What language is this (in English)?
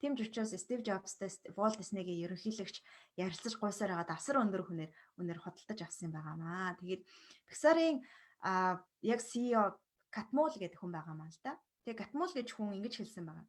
Mongolian